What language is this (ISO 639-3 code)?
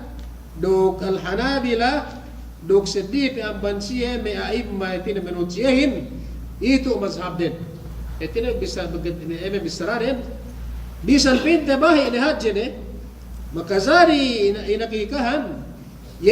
yka